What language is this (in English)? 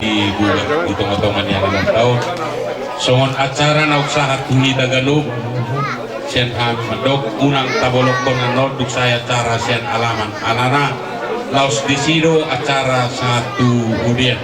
Batak Toba